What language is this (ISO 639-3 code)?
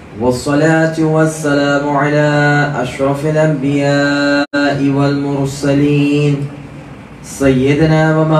urd